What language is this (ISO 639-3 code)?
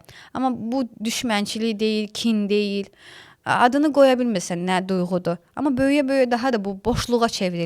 aze